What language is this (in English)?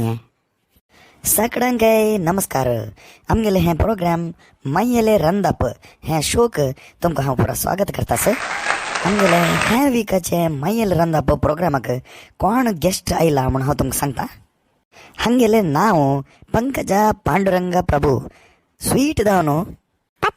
Konkani